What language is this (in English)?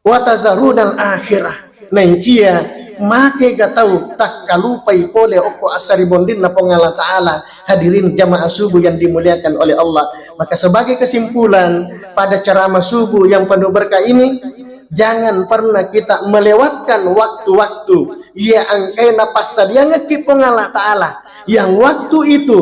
Buginese